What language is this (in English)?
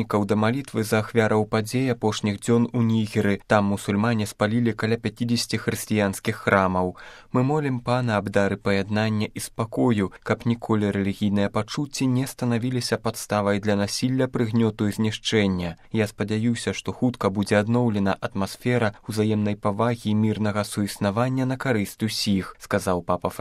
Belarusian